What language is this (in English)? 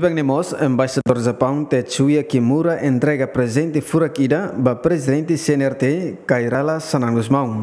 Tetum